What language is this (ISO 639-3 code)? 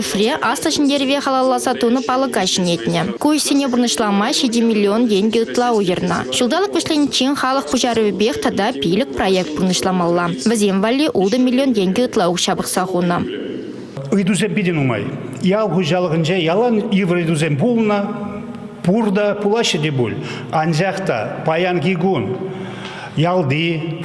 chv